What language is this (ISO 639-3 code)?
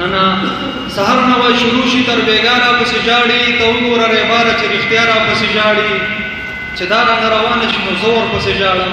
pus